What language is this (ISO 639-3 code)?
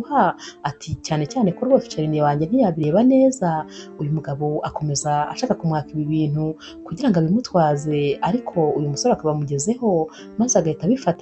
kin